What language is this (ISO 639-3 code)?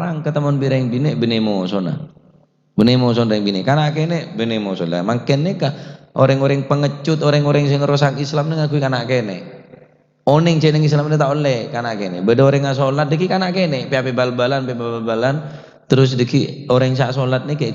mad